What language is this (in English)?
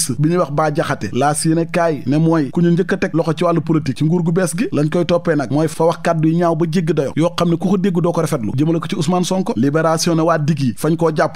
Wolof